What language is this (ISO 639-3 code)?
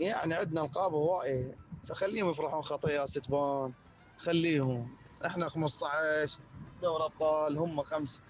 acm